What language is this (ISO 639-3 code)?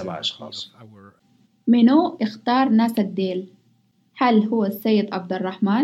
apd